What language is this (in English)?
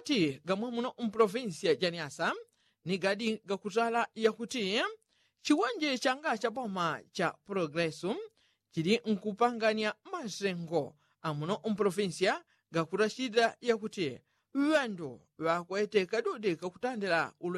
Yao